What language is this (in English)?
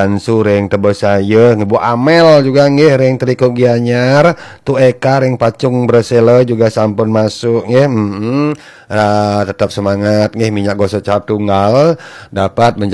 Balinese